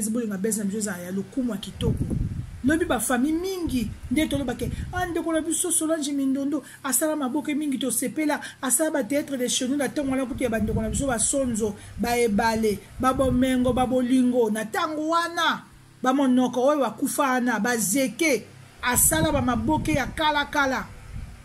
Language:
Lingala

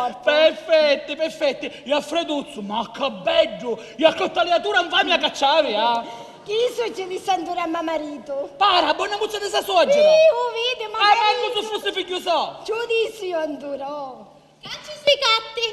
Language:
Sicilian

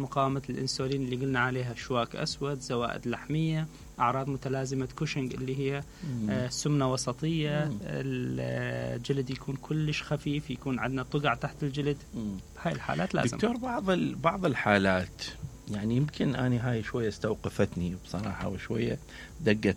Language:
Mesopotamian Arabic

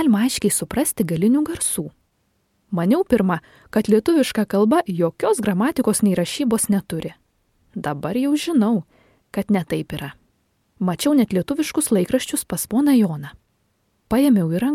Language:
Lithuanian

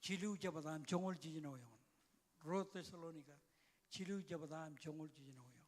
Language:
Marshallese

